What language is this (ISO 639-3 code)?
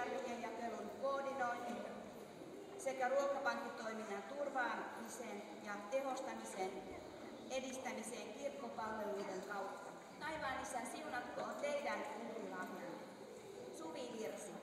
fin